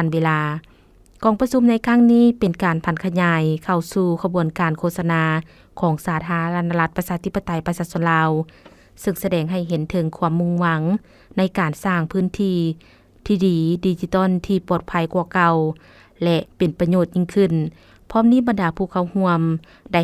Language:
Lao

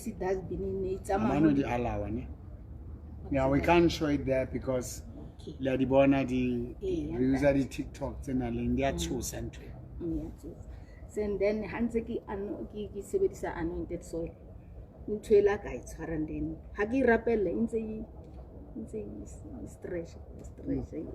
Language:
Southern Sotho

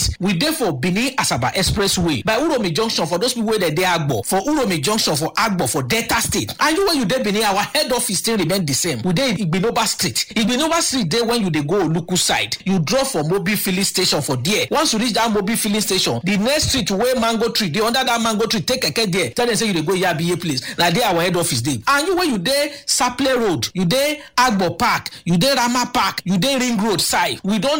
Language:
Nigerian Pidgin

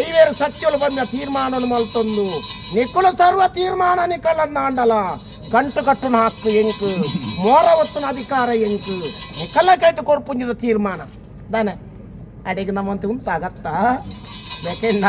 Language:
Tulu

